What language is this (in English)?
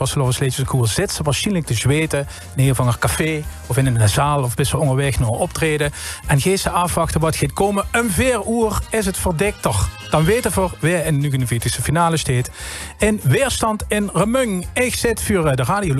Limburgish